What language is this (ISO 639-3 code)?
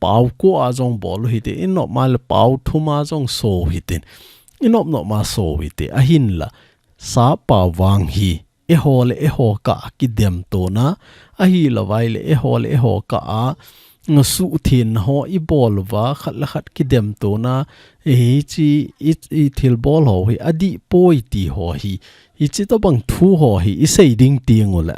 tcz